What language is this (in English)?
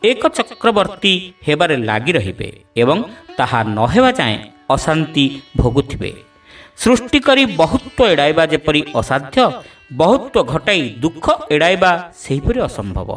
Odia